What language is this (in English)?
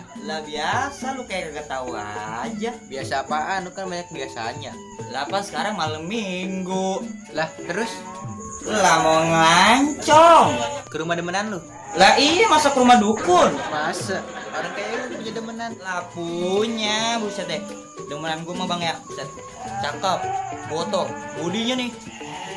Betawi